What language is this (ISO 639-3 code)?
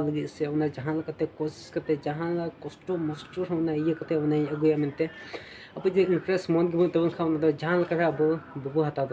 sat